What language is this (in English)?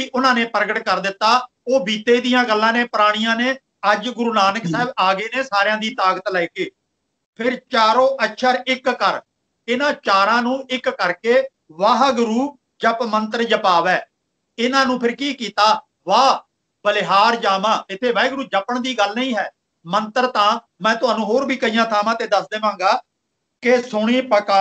Punjabi